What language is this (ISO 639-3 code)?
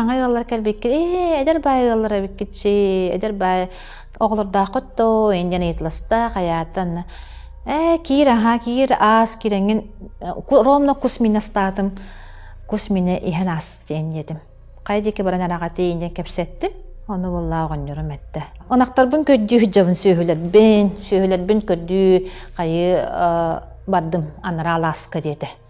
sah